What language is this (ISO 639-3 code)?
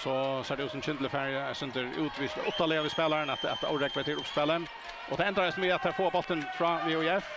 fao